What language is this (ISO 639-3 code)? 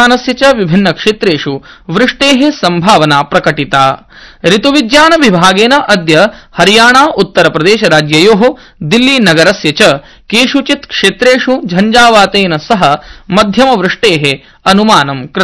san